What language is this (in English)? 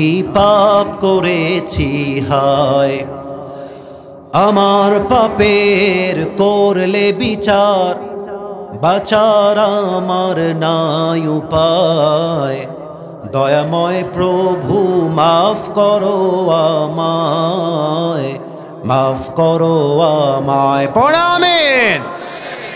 Bangla